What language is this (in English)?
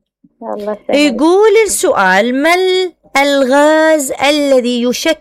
Mesopotamian Arabic